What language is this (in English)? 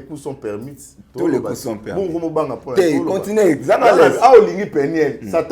Lingala